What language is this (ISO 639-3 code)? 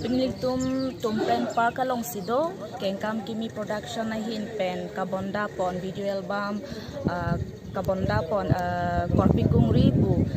mjw